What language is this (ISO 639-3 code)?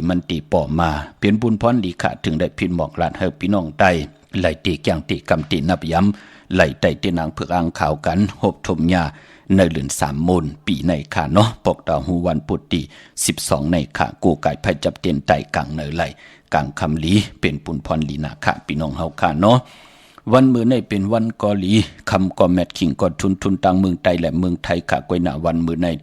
shn